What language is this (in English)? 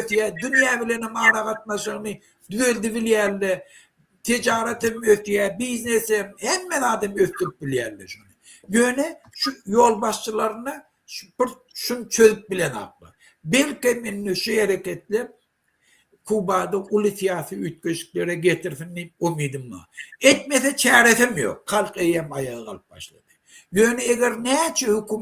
Turkmen